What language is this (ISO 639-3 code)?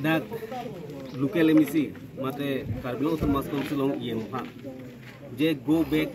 mjw